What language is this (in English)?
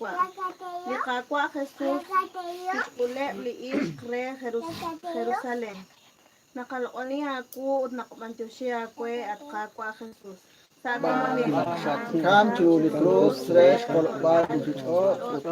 Kekchí